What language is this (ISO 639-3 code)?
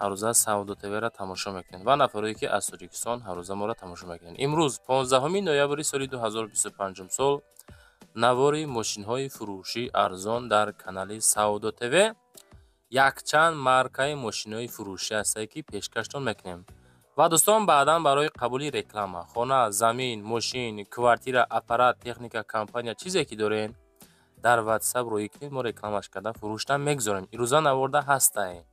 tgk